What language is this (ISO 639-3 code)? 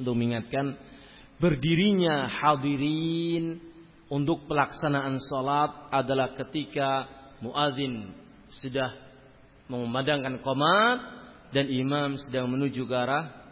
ind